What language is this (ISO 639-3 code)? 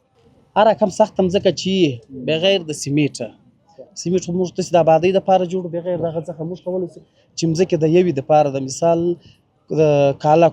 pus